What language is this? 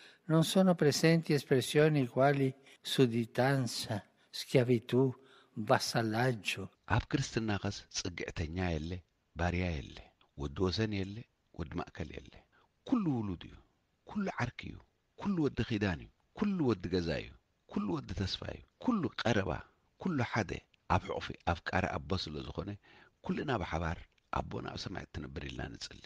Tigrinya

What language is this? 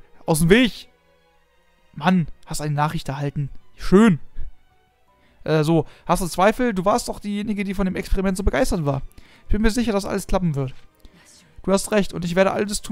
German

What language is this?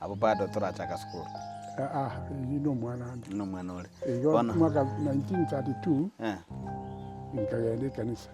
Gusii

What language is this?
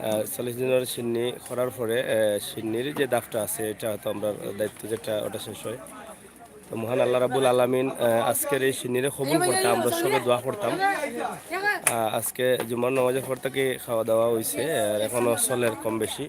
Sylheti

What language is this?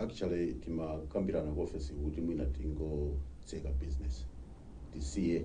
Nyanja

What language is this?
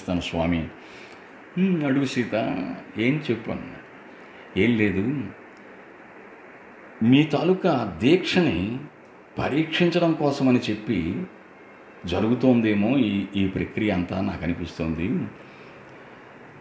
Telugu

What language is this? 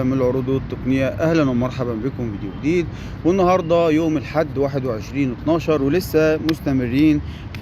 Egyptian Arabic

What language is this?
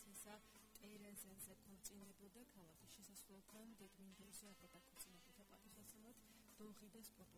Georgian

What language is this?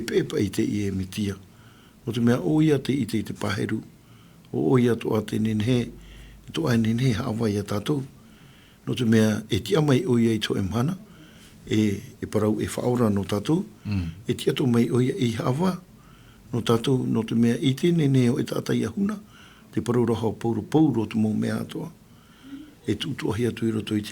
Tahitian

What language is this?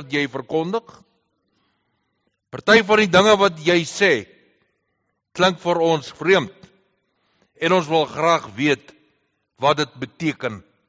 Afrikaans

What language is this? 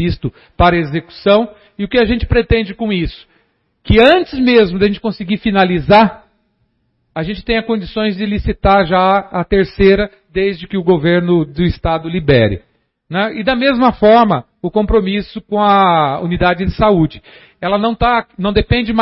Portuguese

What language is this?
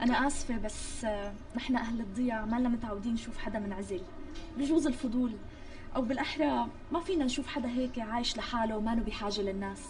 North Levantine Arabic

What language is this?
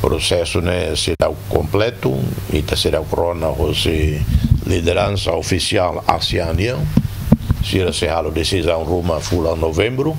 Tetum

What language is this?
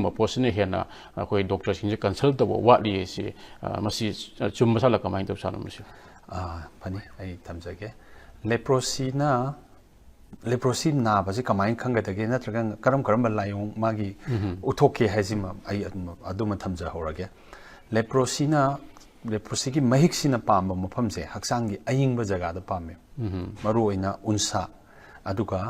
Manipuri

